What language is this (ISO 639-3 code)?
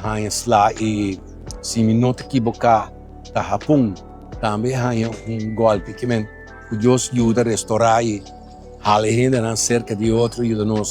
pap